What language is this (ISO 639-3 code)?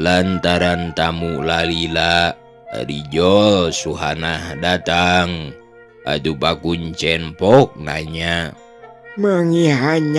sun